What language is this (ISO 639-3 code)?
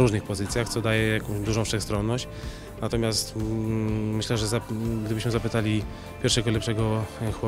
pol